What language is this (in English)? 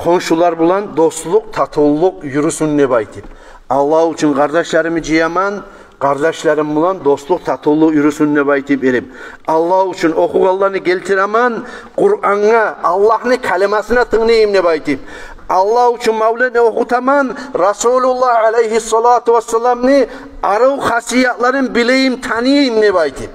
Kumyk